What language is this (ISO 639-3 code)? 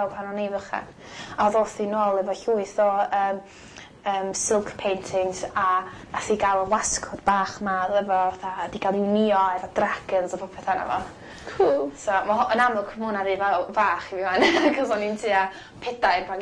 cym